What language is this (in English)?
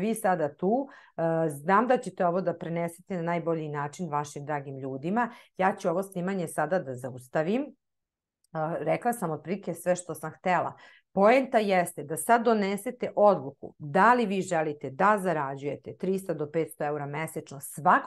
Serbian